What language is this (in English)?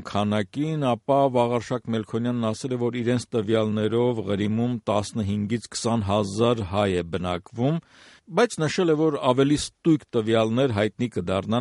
Armenian